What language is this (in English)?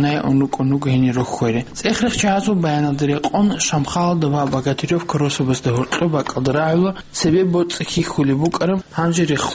Avaric